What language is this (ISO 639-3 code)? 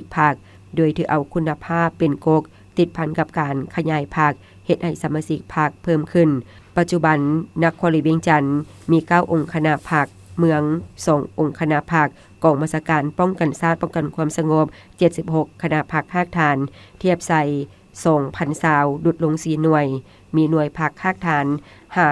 lao